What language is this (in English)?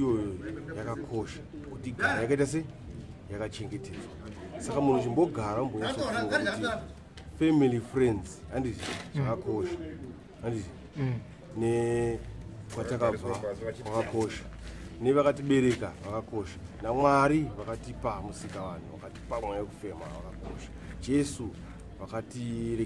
Shona